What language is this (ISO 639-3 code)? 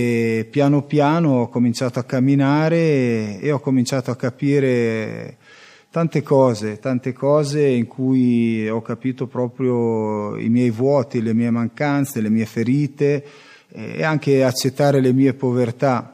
ita